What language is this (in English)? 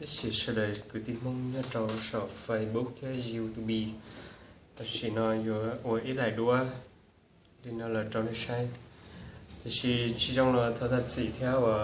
Hmong